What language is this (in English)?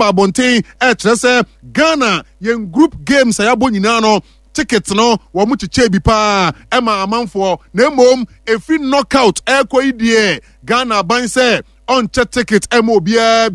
Akan